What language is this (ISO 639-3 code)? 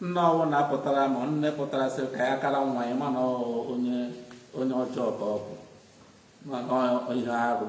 ibo